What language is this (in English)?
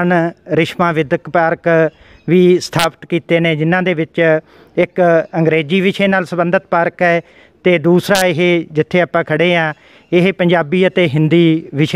Punjabi